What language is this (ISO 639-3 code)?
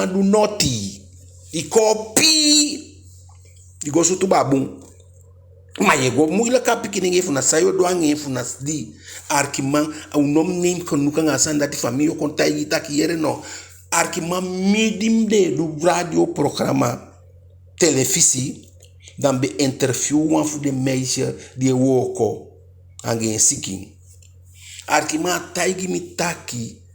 djk